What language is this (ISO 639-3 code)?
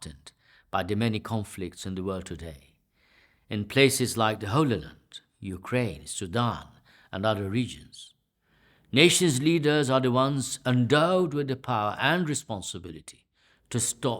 eng